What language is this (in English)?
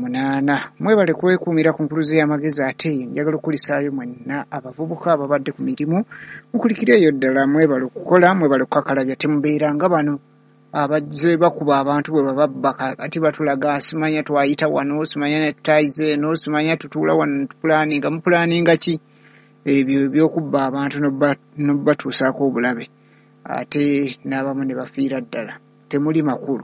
Ganda